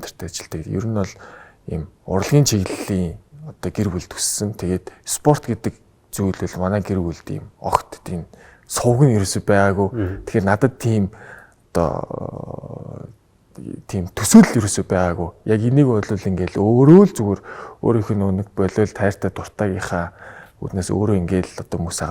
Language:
Mongolian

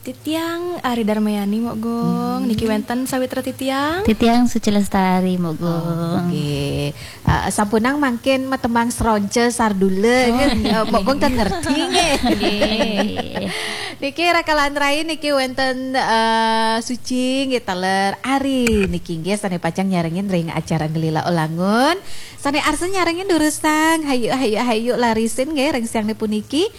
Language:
Balinese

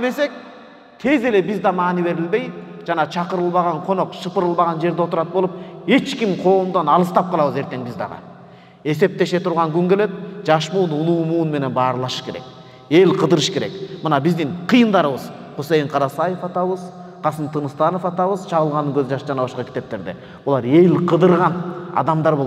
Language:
Kyrgyz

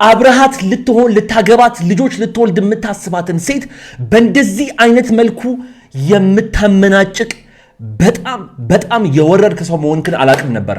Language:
Amharic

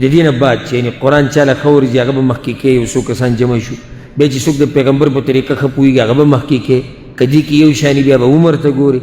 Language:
Pashto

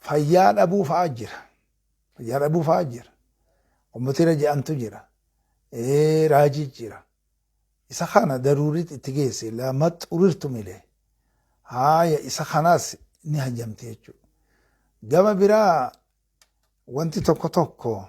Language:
Oromo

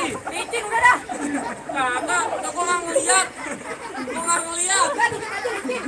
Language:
Betawi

